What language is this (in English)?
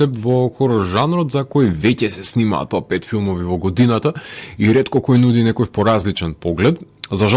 Macedonian